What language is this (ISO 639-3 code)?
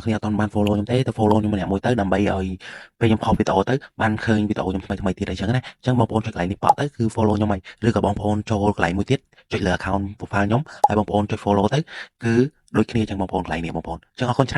khm